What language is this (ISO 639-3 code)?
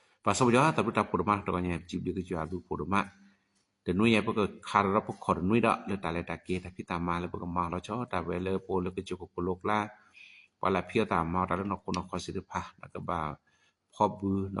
ksw